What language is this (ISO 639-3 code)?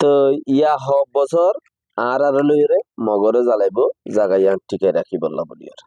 rhg